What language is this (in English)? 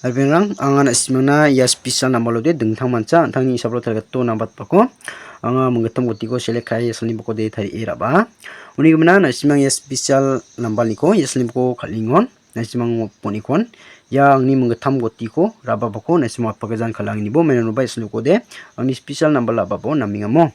Garo